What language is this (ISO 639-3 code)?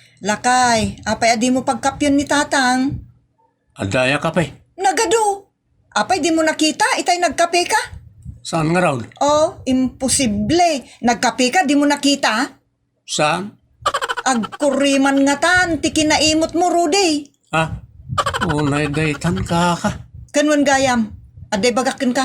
ilo